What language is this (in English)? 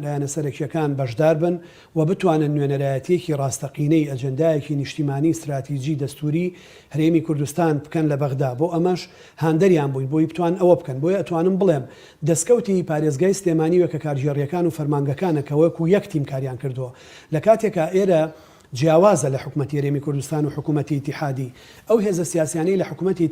Central Kurdish